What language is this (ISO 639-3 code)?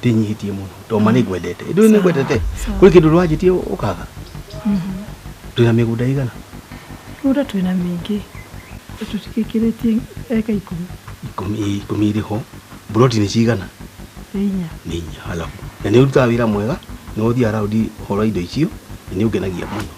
kik